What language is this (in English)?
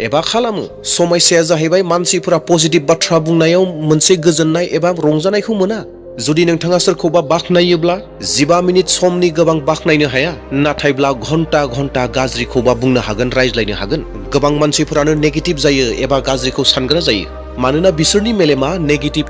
Bodo